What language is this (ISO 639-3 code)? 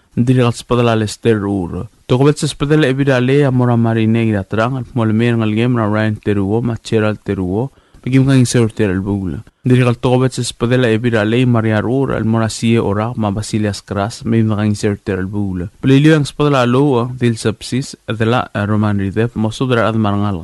pau